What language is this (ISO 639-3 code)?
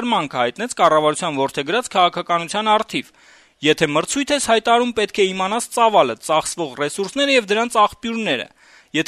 hye